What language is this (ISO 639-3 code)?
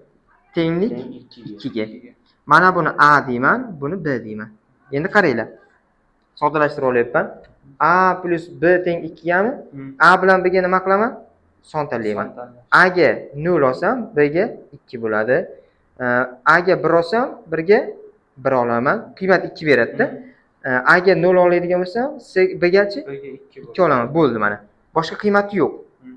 uzb